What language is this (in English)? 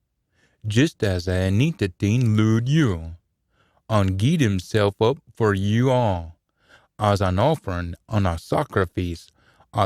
Scots